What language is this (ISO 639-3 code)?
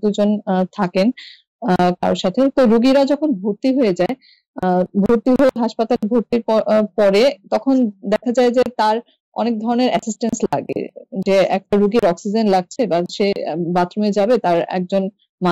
ben